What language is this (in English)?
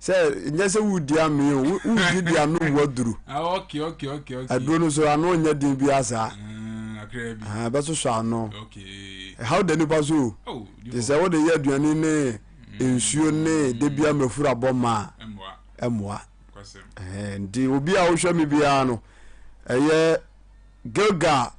Akan